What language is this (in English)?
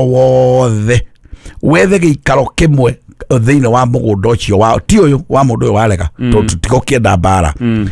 Kikuyu